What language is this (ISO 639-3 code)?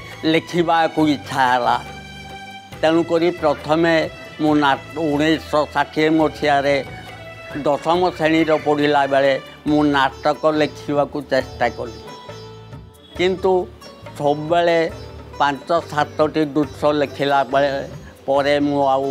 ori